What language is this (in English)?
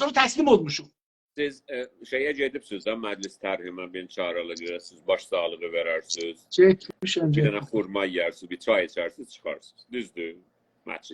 South Azerbaijani